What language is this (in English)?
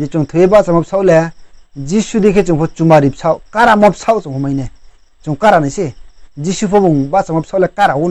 Riang (India)